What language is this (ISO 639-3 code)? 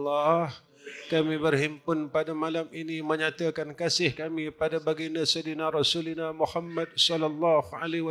msa